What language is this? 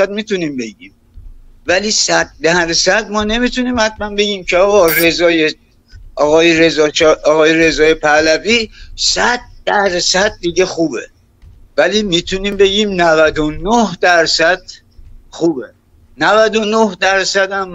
Persian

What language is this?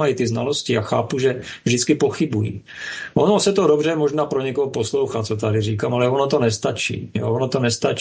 Czech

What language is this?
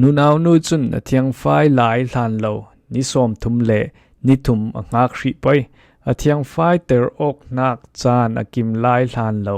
Falam Chin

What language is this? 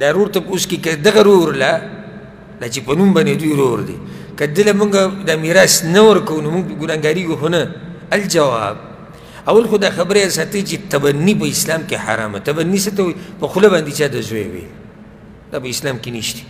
Pashto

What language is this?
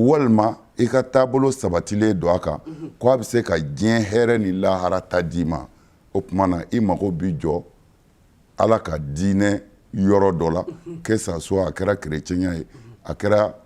Bambara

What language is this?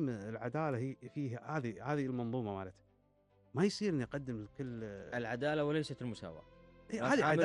Gulf Arabic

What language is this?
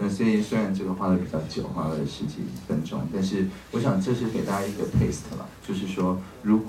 Chinese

